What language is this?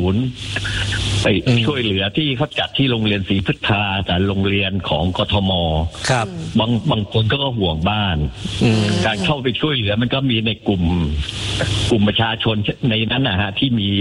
Thai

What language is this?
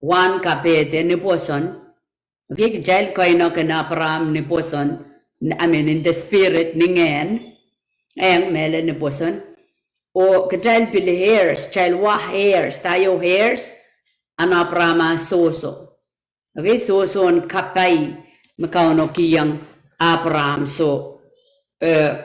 Pohnpeian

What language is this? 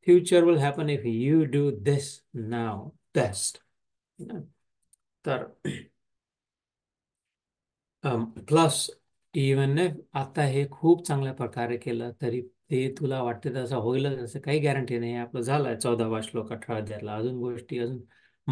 Marathi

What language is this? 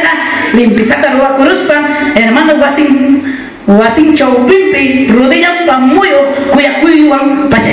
Ayacucho Quechua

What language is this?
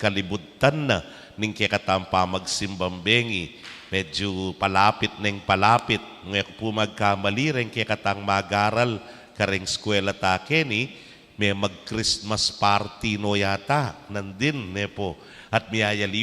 Pampanga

